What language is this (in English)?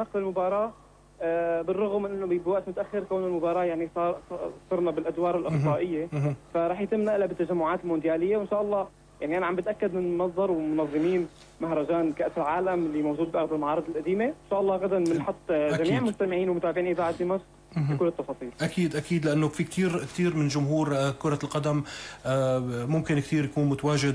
North Levantine Arabic